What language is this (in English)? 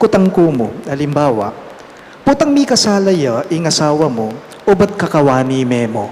Pampanga